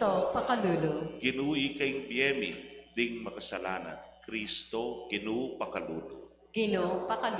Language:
Pampanga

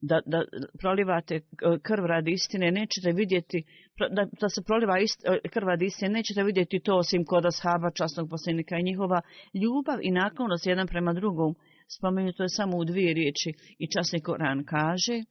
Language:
Bosnian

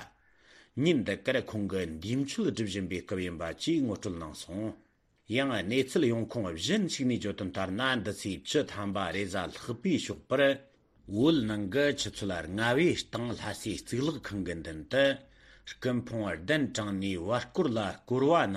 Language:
Tibetan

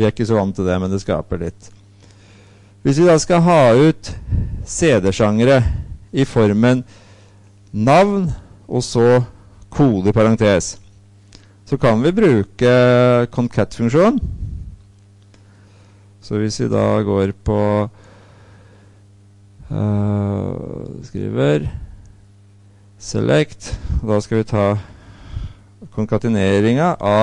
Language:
Norwegian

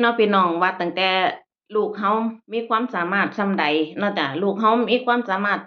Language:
Northeastern Thai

